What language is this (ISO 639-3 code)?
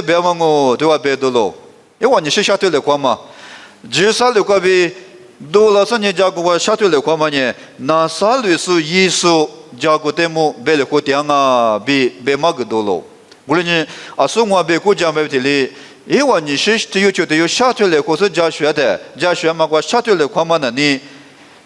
lis